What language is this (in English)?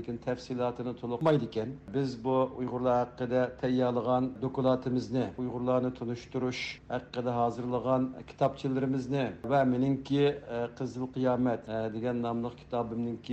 Uyghur